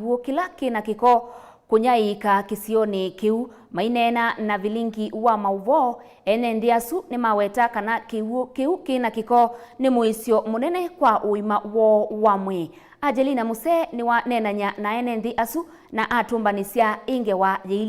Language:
Kamba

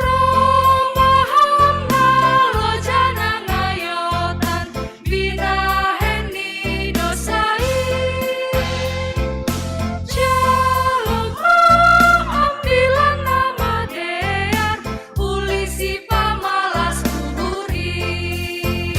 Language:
Batak Simalungun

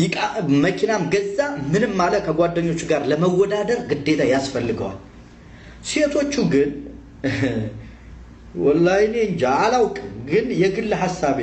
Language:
Amharic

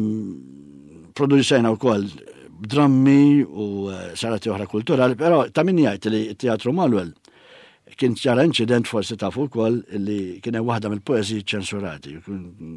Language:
Maltese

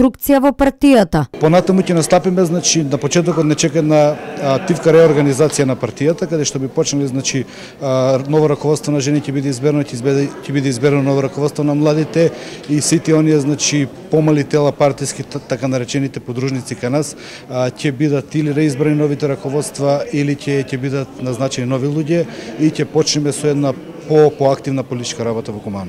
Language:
Macedonian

